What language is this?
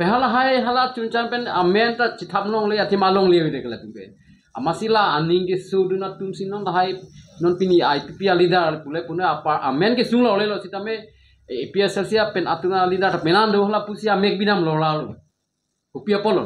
Karbi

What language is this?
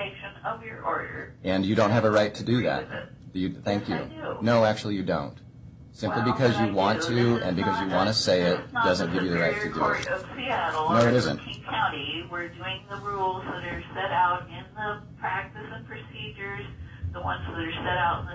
English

